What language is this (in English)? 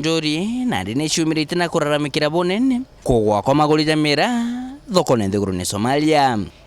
Meru